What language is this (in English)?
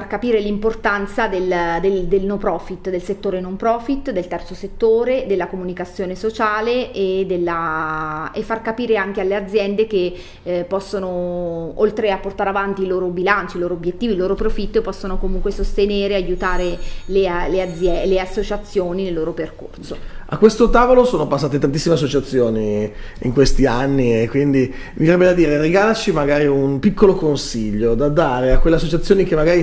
Italian